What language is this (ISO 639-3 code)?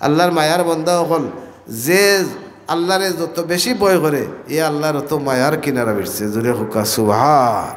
syl